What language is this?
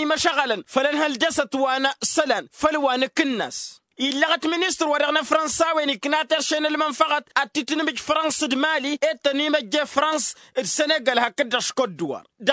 Tamasheq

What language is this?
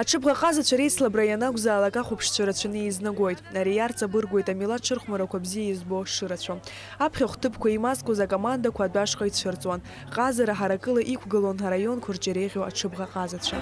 Abkhazian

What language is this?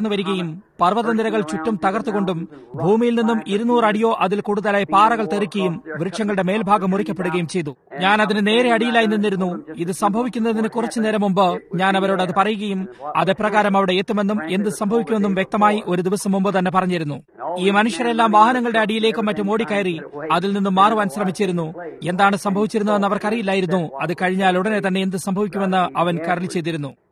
Malayalam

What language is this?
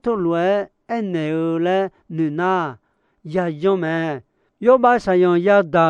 Akha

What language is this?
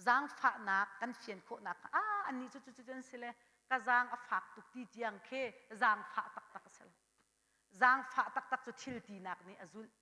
Hakha Chin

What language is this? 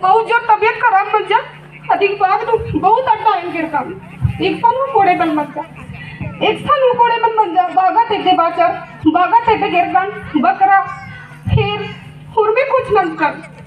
Kurukh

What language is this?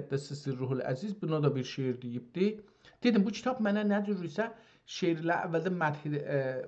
South Azerbaijani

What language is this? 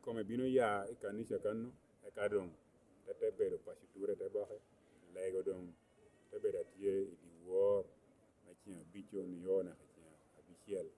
Lango (Uganda)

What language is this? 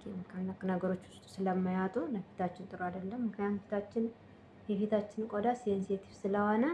Amharic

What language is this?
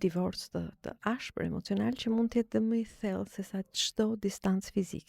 Albanian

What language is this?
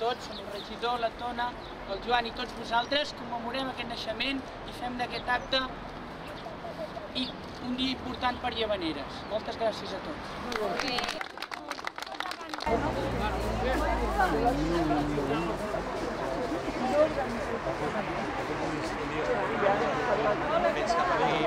Catalan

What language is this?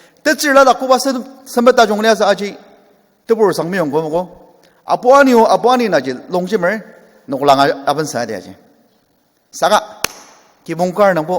Ao Naga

